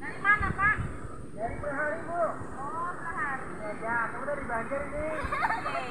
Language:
Banjar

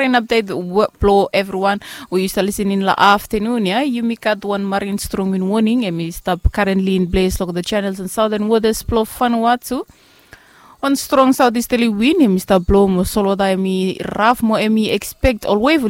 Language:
Bislama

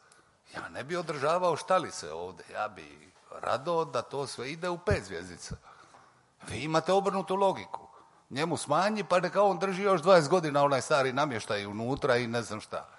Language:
Croatian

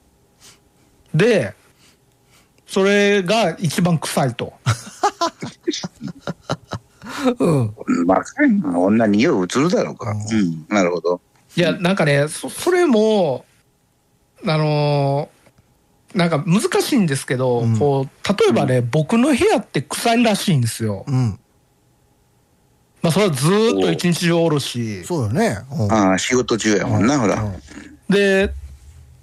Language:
Japanese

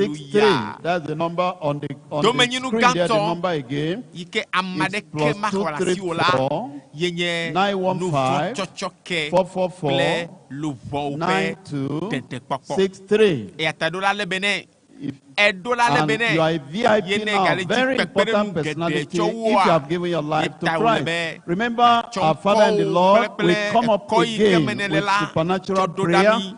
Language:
Ewe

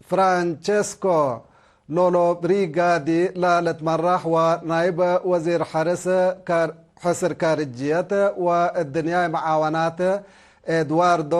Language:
Tigre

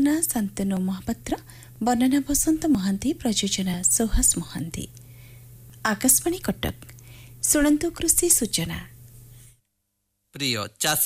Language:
Odia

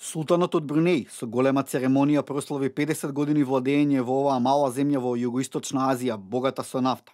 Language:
Macedonian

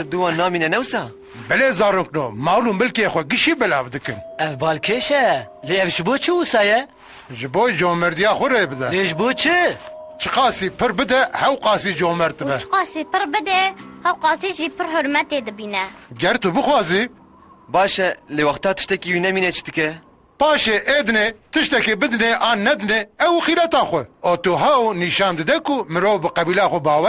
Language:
Kurdish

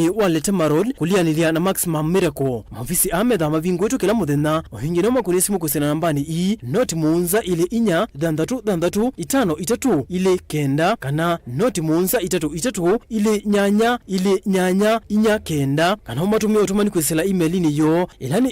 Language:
Kamba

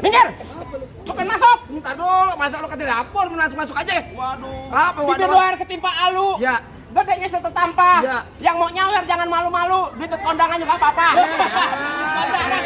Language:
Betawi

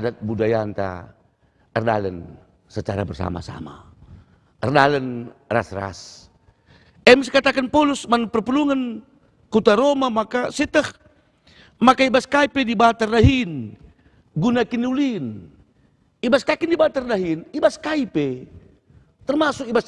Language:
Batak Karo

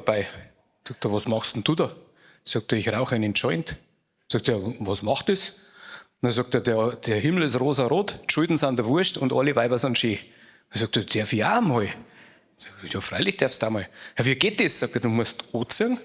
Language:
Bavarian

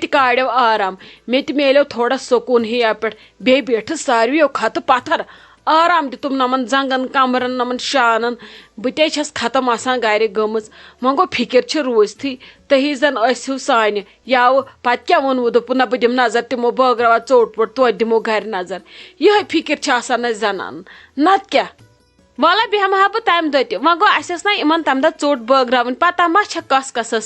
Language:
Kashmiri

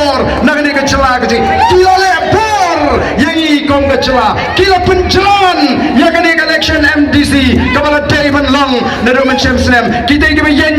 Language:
Khasi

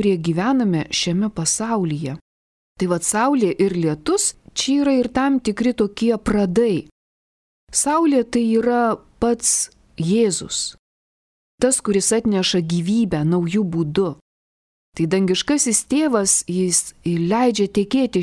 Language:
Lithuanian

